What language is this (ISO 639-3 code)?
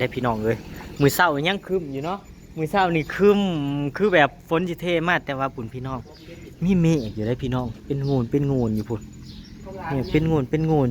tts